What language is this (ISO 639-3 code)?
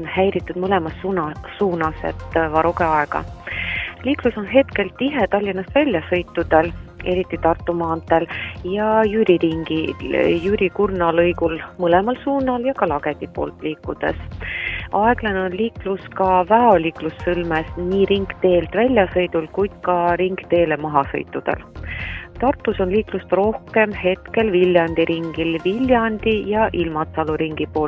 est